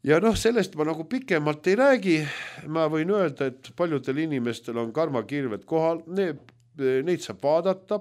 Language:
Estonian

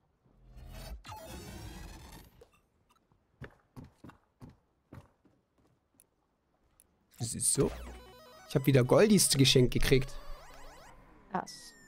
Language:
German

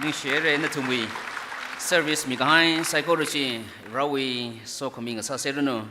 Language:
Tangkhul Naga (India)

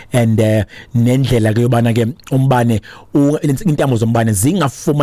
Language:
Xhosa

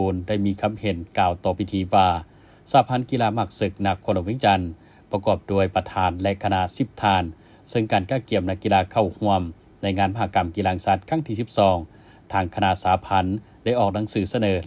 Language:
Lao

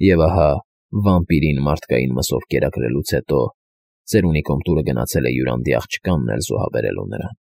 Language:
Armenian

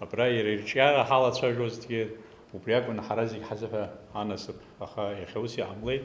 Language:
Abkhazian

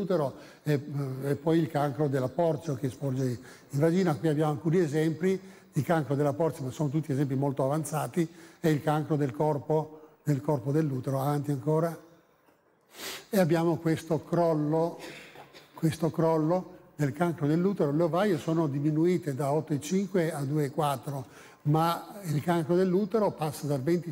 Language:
Italian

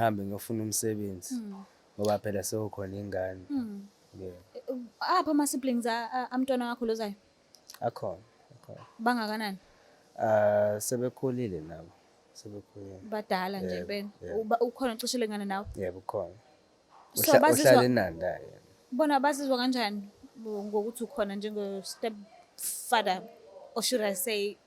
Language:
Zulu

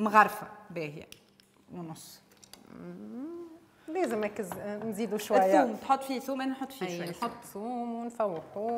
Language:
Tunisian Arabic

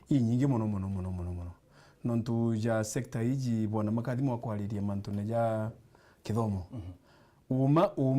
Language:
Meru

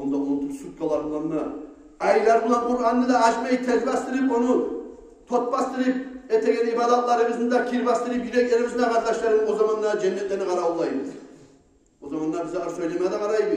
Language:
Kumyk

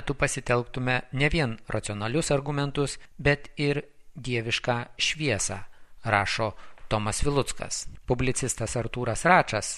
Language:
Lithuanian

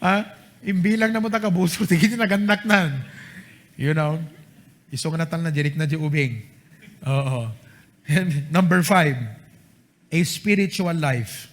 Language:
Iloko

